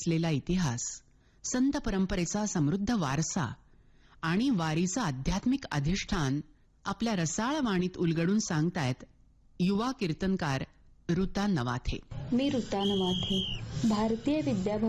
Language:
Marathi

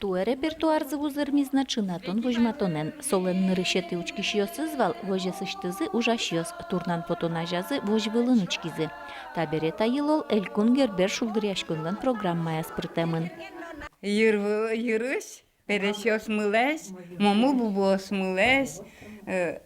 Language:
Udmurt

